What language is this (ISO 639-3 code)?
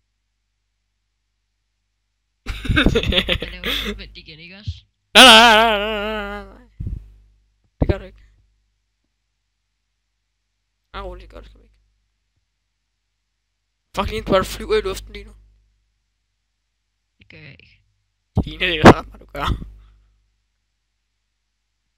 dan